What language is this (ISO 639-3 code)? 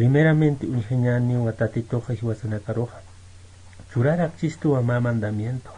aym